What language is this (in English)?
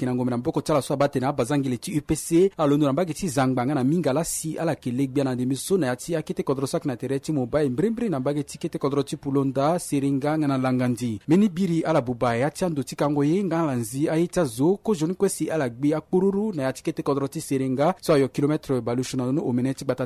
Sango